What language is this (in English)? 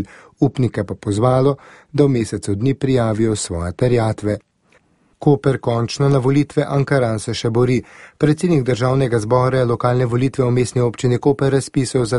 Slovenian